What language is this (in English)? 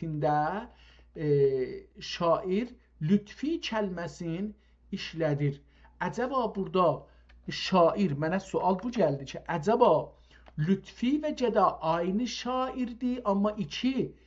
South Azerbaijani